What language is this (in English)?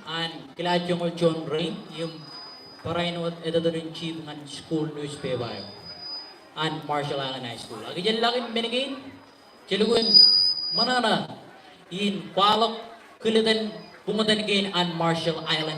Marshallese